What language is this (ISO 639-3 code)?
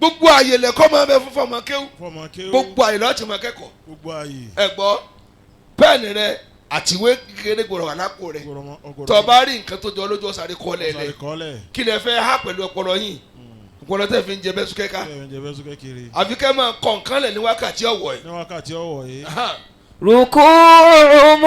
yor